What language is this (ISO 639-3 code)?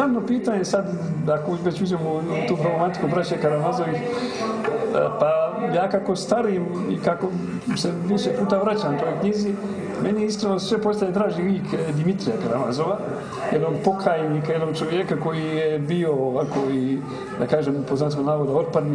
hrv